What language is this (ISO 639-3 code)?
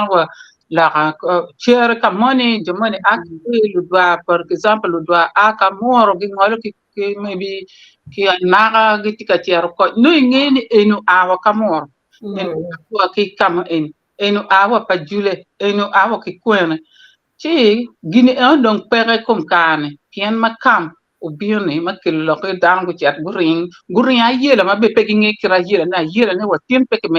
ach